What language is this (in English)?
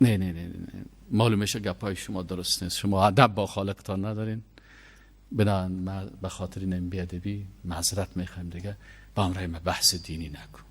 Persian